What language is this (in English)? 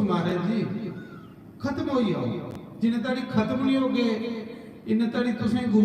Dogri